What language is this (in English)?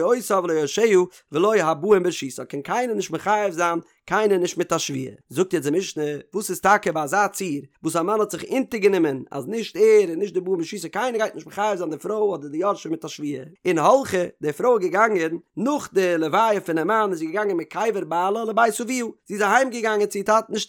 Yiddish